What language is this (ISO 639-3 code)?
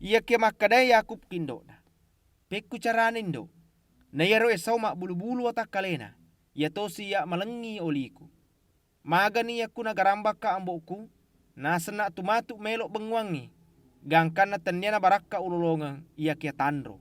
bug